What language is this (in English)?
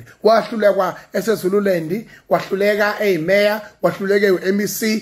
Zulu